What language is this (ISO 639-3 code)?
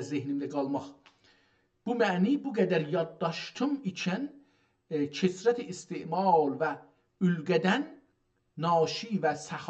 azb